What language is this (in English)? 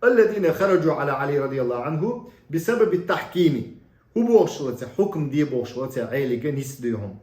Chechen